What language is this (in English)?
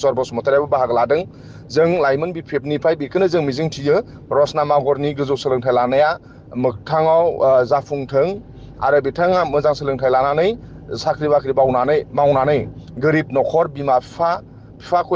Bodo